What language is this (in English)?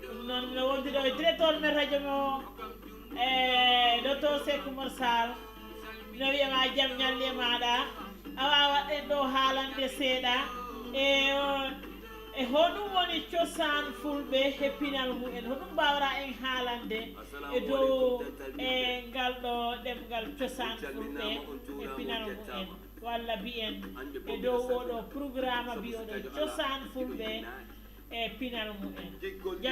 Fula